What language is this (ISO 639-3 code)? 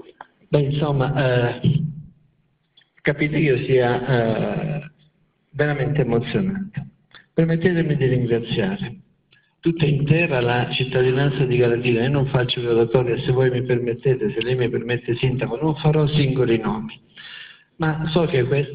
ita